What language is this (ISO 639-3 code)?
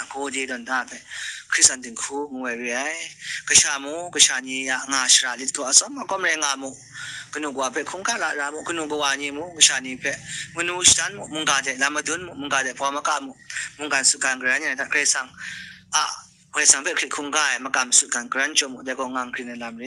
kac